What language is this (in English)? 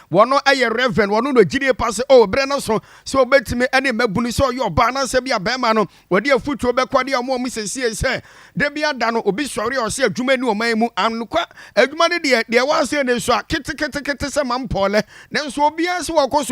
Akan